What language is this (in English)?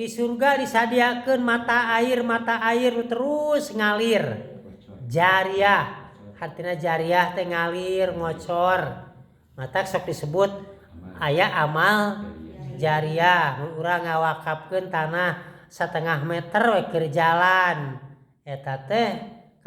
Sundanese